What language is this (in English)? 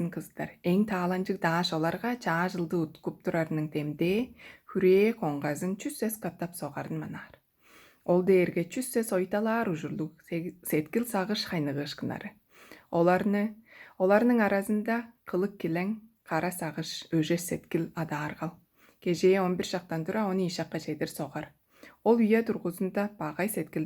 Tuvinian